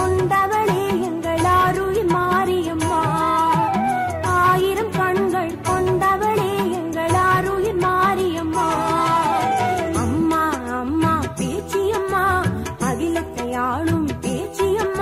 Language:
Tamil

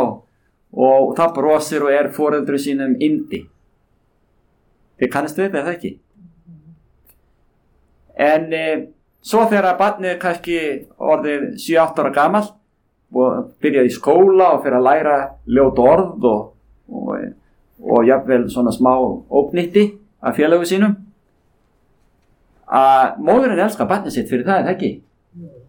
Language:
Icelandic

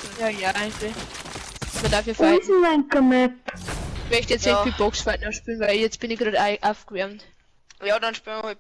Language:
Bavarian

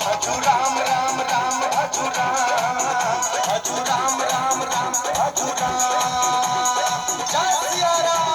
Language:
Maithili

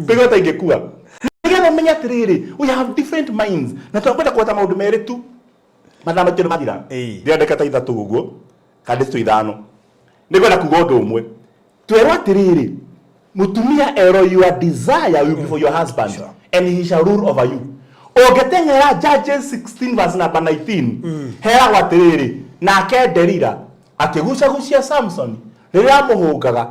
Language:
Kikuyu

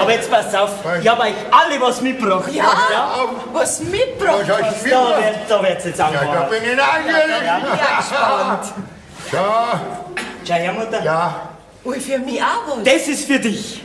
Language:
Bavarian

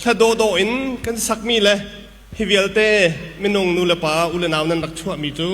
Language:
Hakha Chin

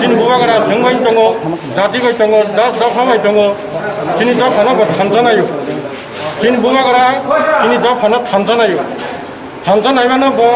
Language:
Kok Borok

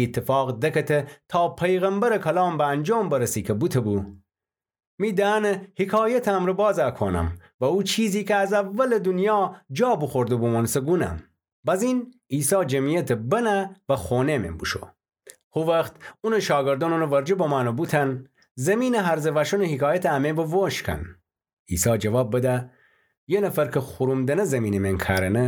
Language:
Gilaki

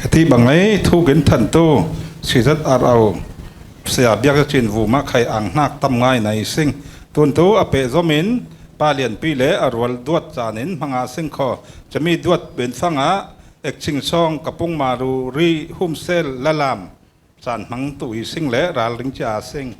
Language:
Falam Chin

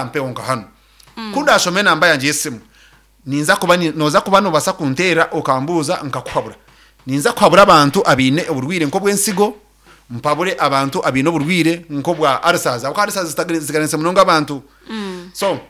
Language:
Nyankole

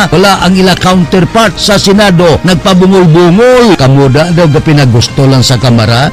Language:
Hiligaynon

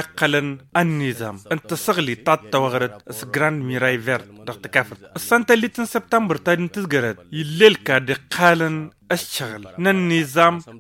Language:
Tamasheq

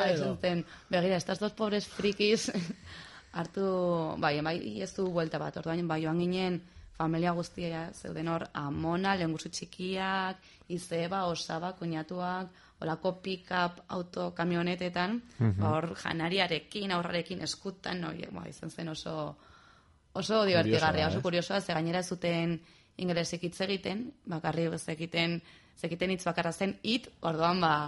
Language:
Basque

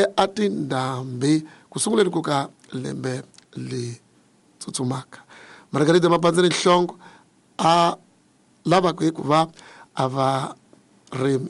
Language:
Tsonga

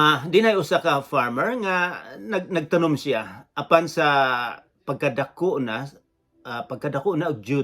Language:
Cebuano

